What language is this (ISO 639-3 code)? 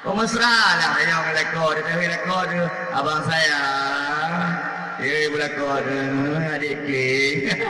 ace